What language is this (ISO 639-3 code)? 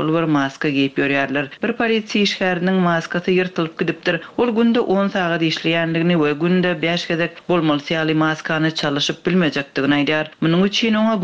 tuk